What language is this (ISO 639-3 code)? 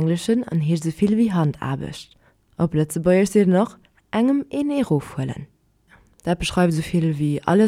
ltz